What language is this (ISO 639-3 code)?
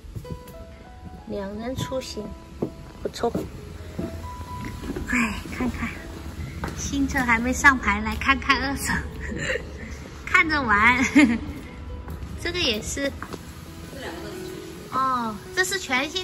zho